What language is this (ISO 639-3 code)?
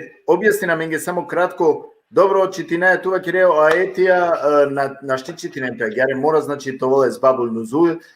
rmn